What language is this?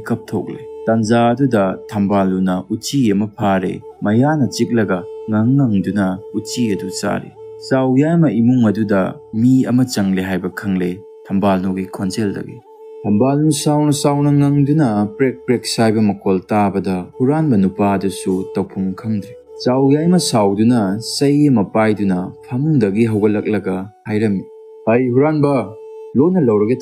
Manipuri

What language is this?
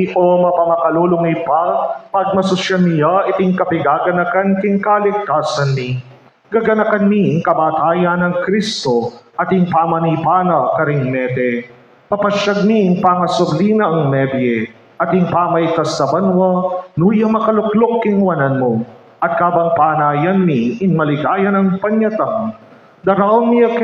Pampanga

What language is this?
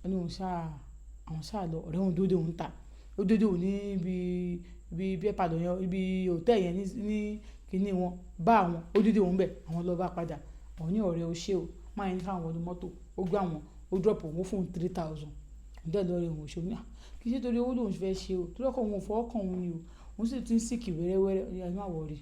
Yoruba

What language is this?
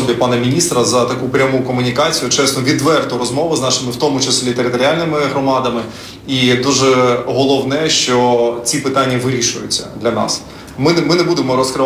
Ukrainian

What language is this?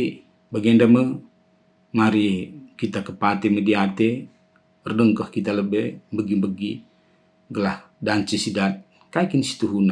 Batak Karo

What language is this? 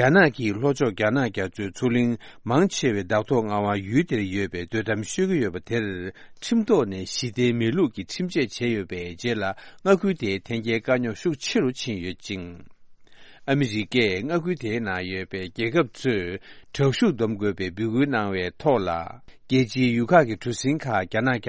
Tibetan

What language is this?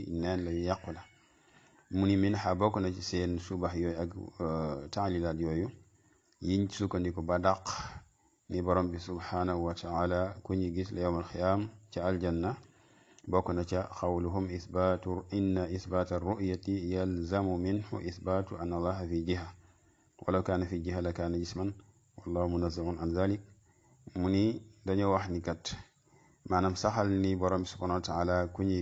Wolof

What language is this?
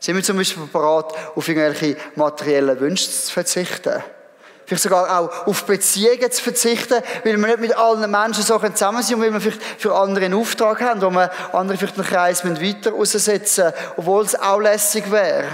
Swiss German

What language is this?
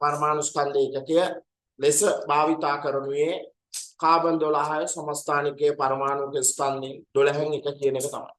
Sinhala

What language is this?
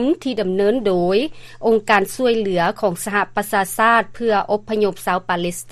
Lao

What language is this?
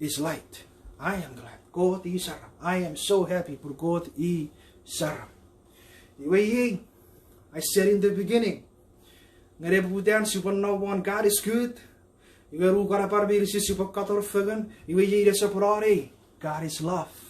Chuukese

